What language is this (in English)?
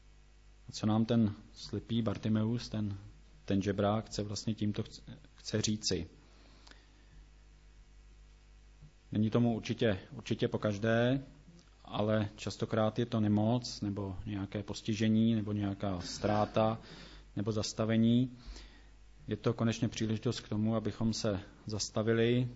Czech